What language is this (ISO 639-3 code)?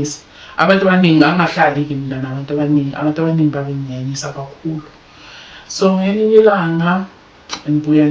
zul